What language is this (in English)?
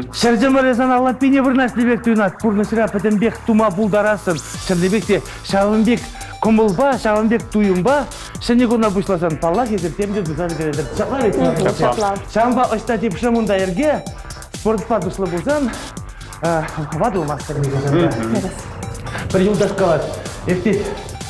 Chuvash